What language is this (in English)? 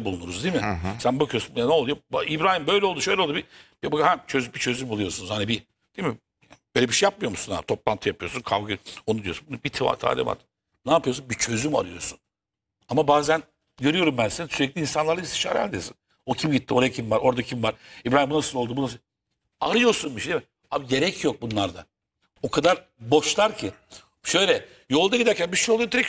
Turkish